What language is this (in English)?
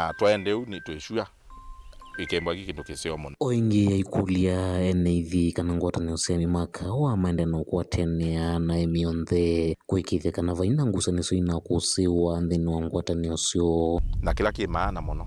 Kamba